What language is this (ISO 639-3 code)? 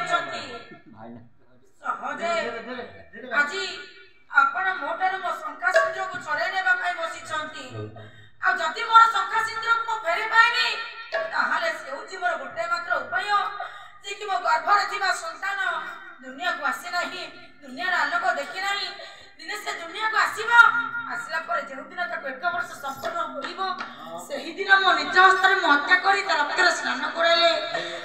ori